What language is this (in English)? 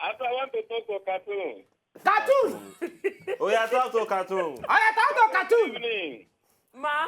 Nigerian Pidgin